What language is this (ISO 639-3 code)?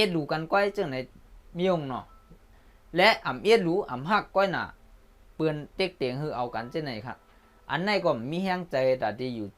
shn